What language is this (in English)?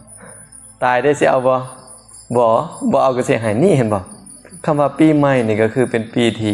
Lao